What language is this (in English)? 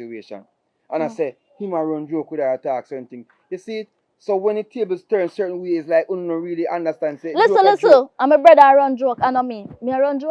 Jamaican Creole English